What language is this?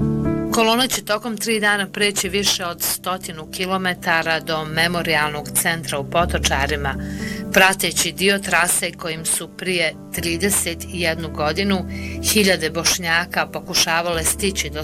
Bosnian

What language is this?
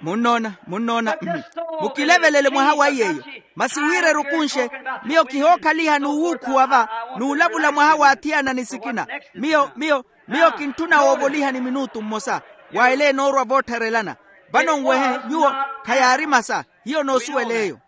Makhuwa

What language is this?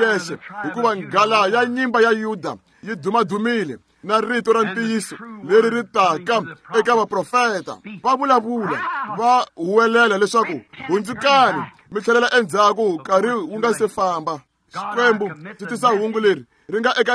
Tsonga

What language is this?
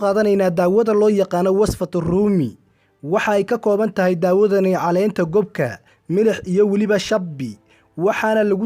Somali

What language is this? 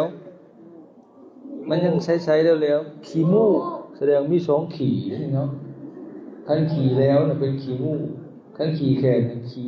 Northeastern Thai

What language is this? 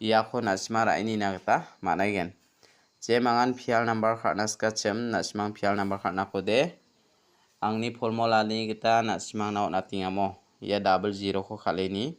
Garo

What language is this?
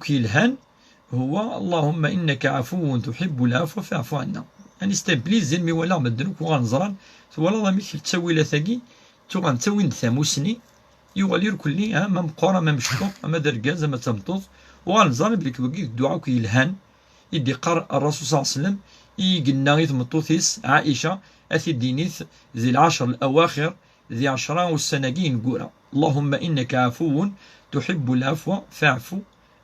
Kabyle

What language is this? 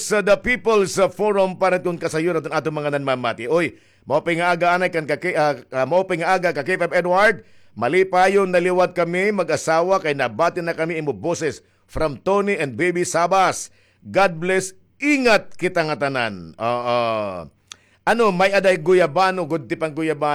Waray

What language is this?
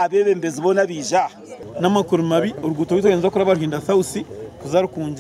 Nyankole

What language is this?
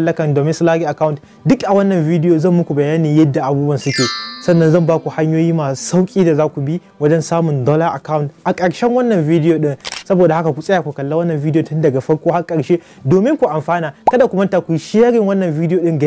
Hausa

